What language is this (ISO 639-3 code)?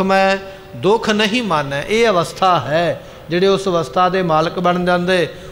pan